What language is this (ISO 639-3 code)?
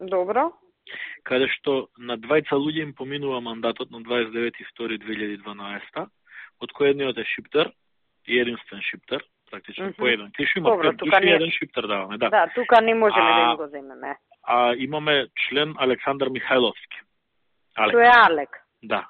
mkd